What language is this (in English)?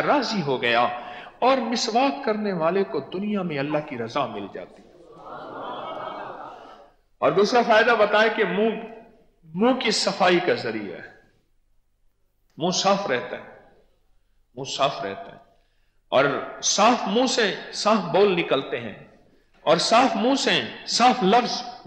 Urdu